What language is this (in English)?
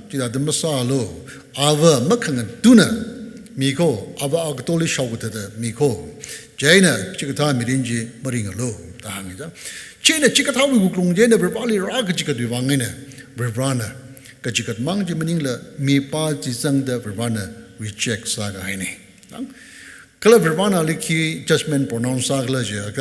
Tangkhul Naga (India)